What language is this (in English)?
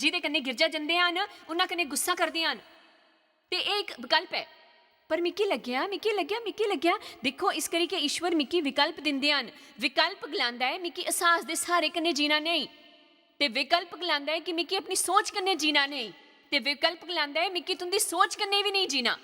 Dogri